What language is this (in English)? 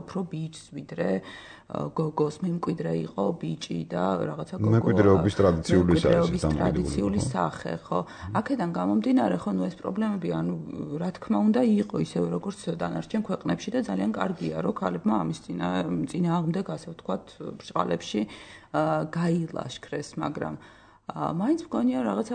Georgian